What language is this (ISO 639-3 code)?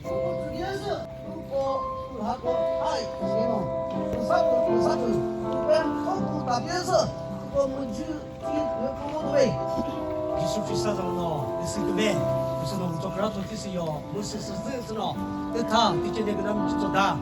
nri